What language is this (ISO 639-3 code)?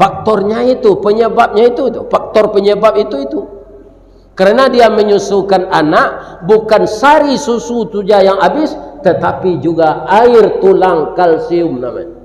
min